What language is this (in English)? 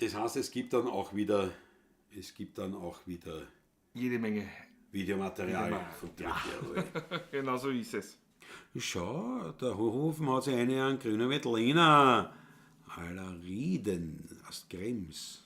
Bavarian